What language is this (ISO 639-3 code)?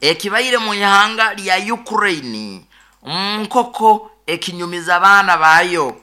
nyo